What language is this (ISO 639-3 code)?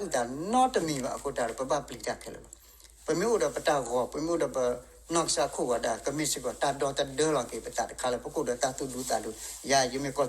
ksw